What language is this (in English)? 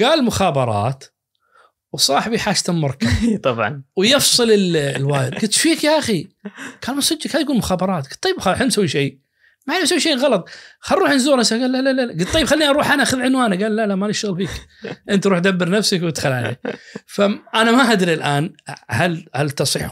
Najdi Arabic